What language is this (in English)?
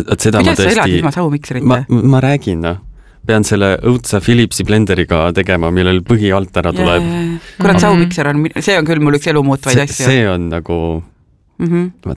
Estonian